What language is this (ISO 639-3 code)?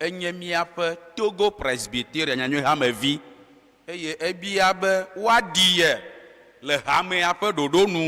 ewe